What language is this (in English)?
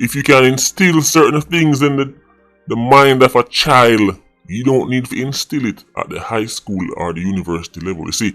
Jamaican Creole English